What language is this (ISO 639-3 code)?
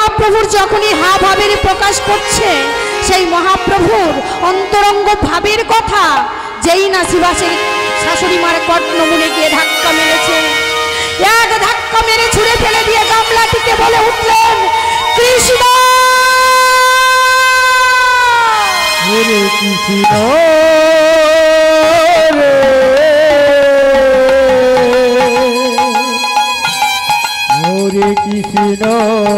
ben